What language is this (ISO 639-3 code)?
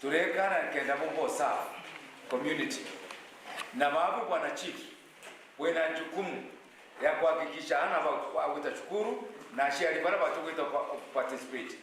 mer